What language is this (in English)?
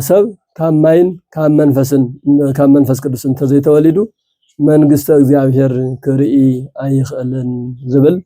Tigrinya